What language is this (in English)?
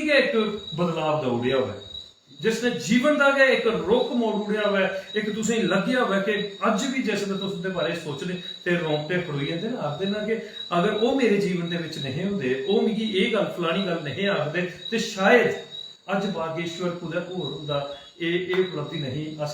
Dogri